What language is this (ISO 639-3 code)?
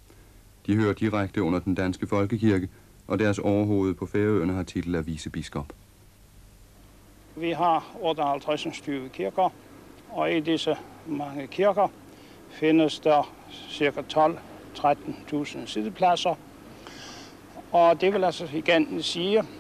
dan